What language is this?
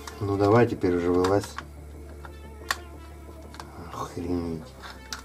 Russian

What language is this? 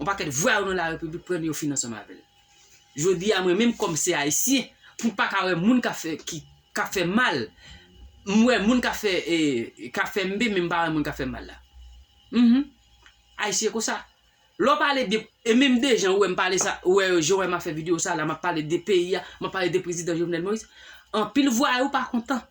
Haitian Creole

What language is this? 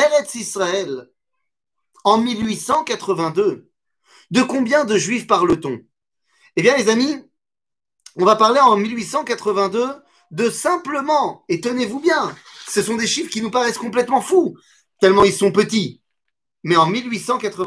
French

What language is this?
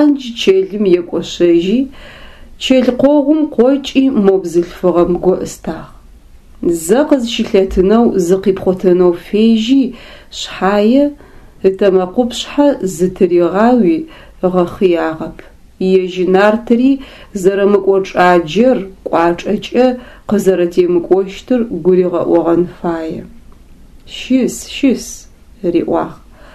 Adyghe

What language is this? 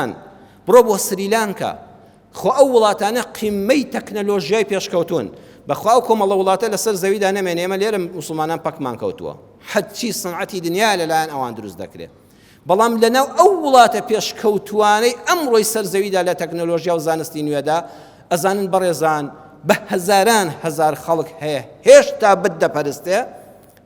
Central Kurdish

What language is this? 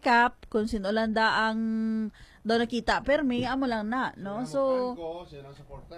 Hiligaynon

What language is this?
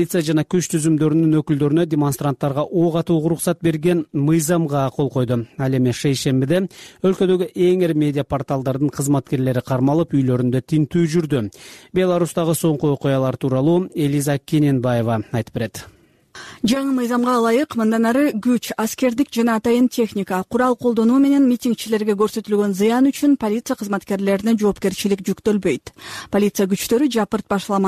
Kyrgyz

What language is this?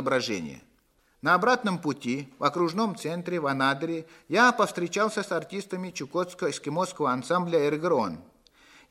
Russian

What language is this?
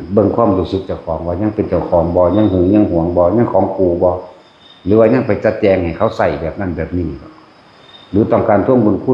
Northeastern Thai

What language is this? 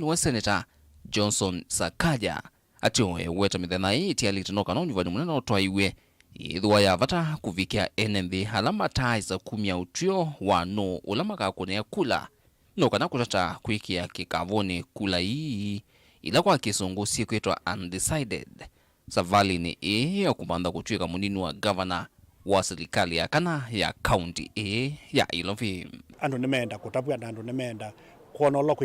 Kamba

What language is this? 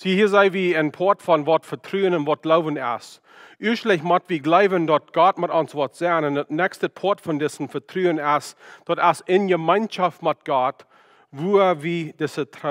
Plautdietsch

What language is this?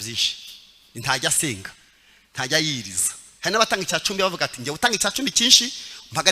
Kinyarwanda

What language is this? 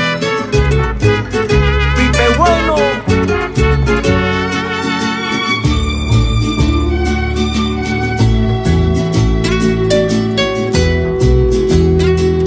Spanish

